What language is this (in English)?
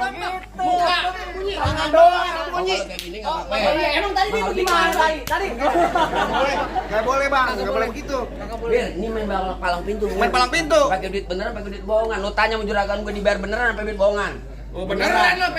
Betawi